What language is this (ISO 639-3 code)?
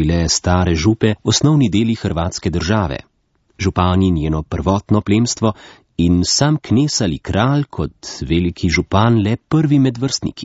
slv